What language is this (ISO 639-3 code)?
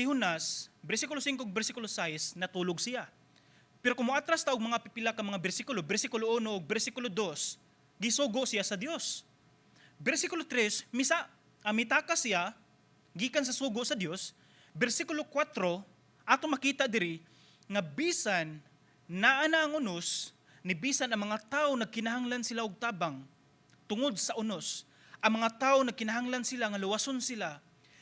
ceb